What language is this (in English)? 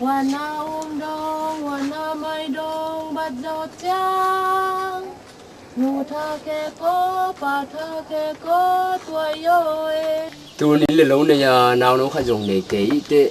Tedim Chin